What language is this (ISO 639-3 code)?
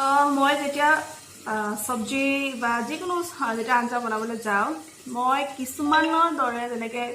asm